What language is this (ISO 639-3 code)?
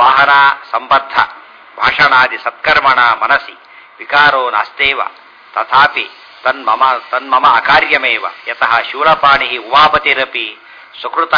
kan